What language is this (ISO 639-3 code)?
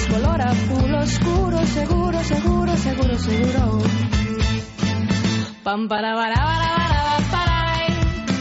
eus